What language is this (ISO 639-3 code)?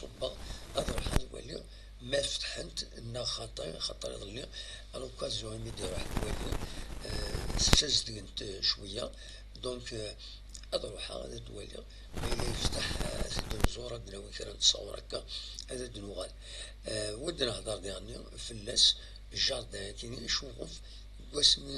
kab